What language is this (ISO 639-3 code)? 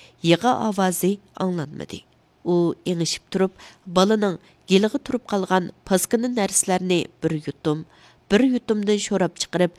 uig